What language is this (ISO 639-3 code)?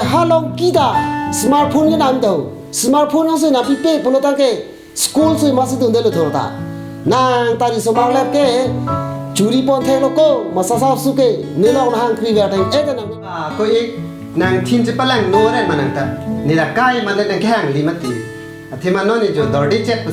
mjw